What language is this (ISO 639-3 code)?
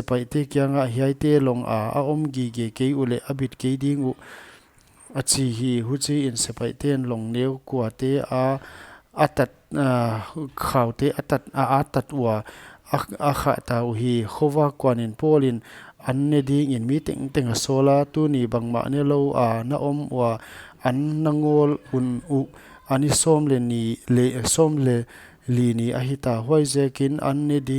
pck